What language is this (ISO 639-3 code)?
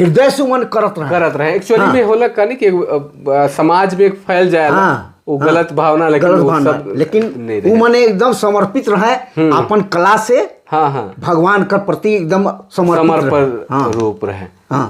sck